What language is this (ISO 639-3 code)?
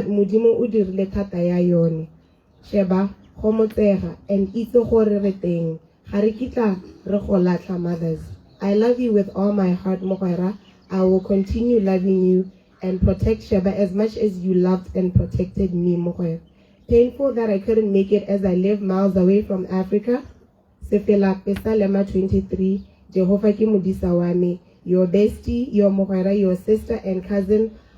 tsn